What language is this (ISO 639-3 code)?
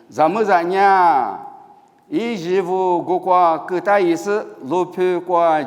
lis